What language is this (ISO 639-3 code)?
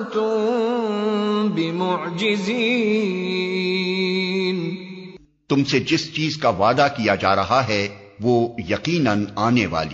urd